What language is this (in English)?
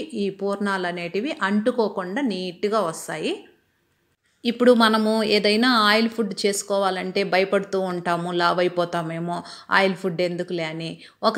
Telugu